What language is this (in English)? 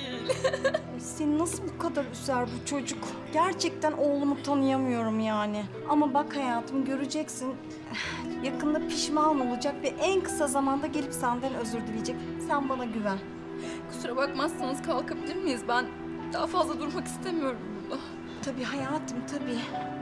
Turkish